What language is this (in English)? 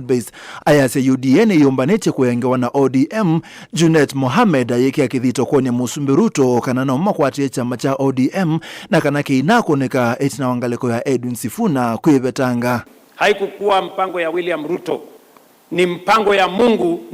Kamba